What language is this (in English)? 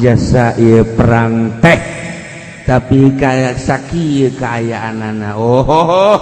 Sundanese